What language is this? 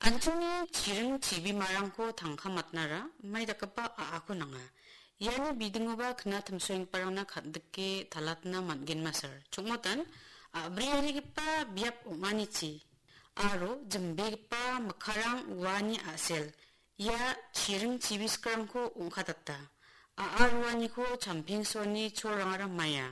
Garo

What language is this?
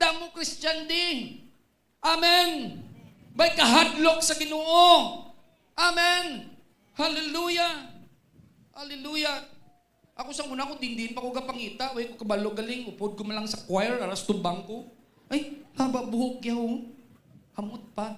Hiligaynon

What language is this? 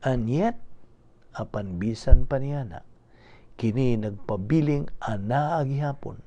Cebuano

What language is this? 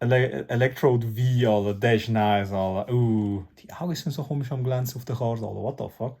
Swiss German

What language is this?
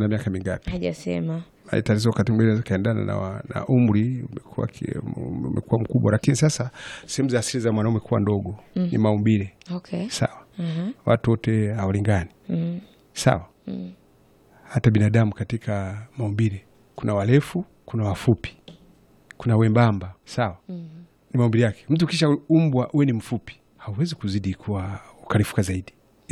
Swahili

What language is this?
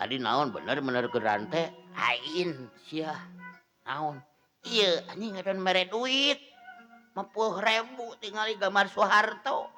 Sundanese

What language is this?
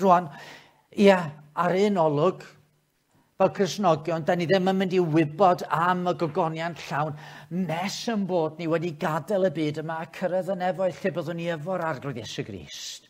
Welsh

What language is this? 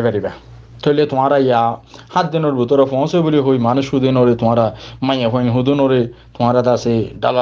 Rohingya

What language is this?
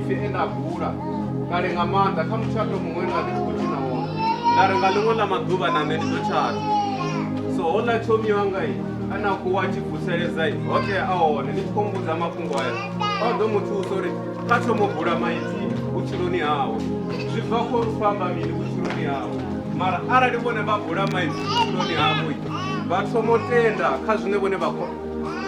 Venda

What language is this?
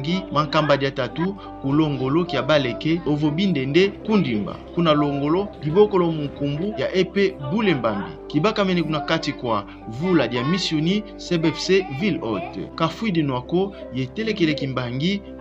Kongo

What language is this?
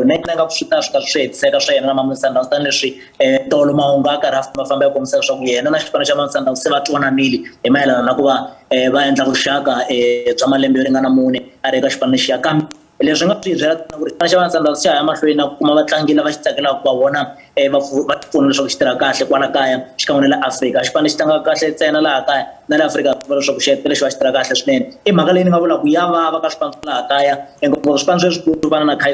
Tsonga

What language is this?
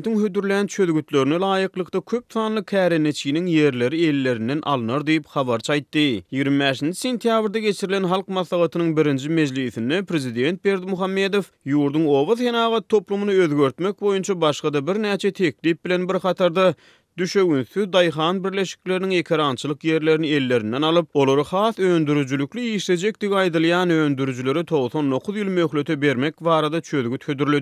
Turkmen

